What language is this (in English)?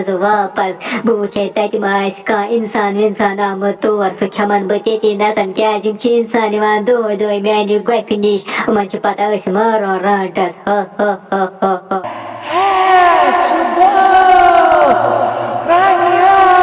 Kashmiri